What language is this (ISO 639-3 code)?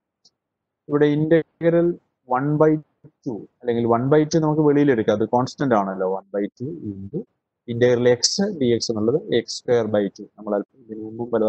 mal